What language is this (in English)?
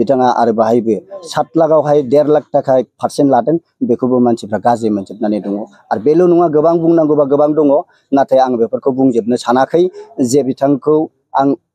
Bodo